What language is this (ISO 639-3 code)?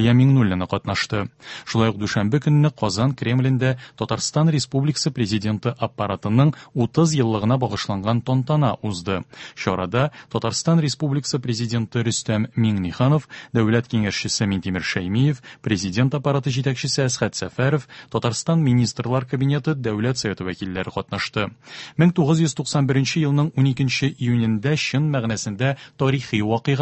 tat